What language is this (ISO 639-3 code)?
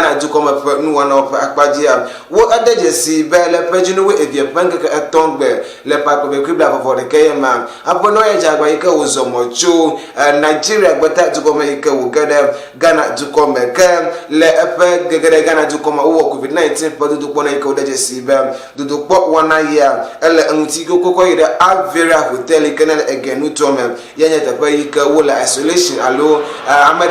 ewe